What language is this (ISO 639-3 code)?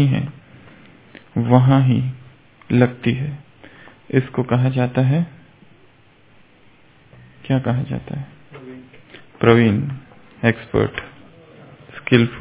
hin